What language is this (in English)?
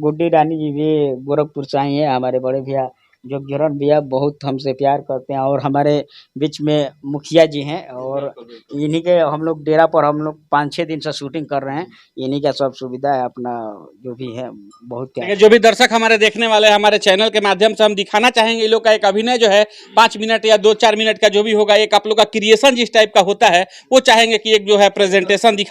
Bhojpuri